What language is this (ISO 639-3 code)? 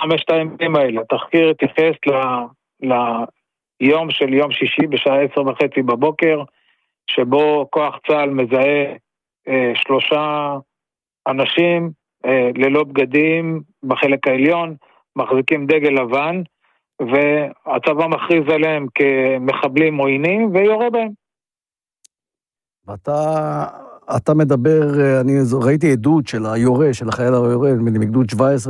heb